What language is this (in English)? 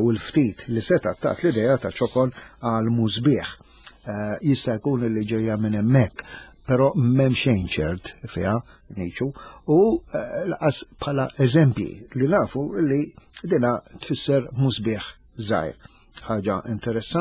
Maltese